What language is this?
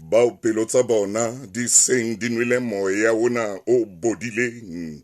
Southern Sotho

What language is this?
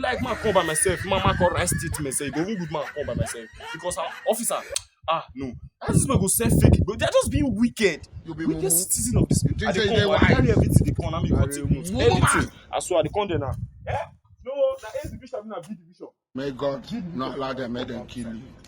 Nigerian Pidgin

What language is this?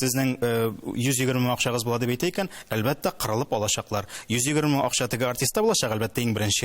Tatar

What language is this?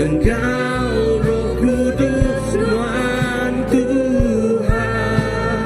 Iban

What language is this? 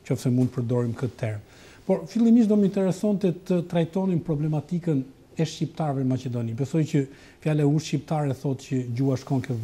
Albanian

